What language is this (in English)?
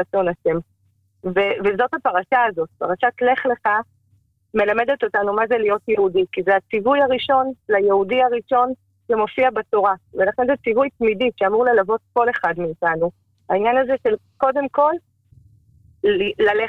Hebrew